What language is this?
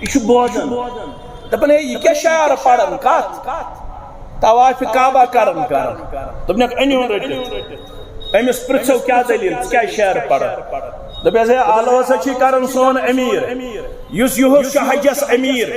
Kashmiri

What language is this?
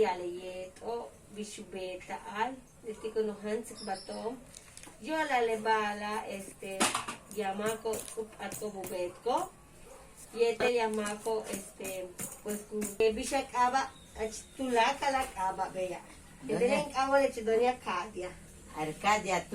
Yucateco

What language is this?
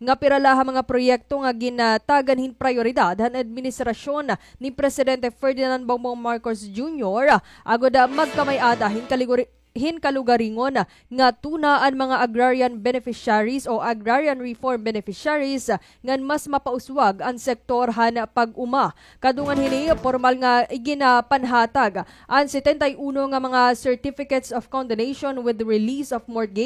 Waray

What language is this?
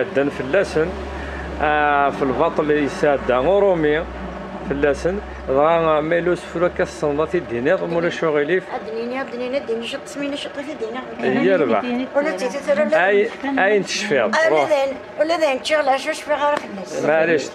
Kabyle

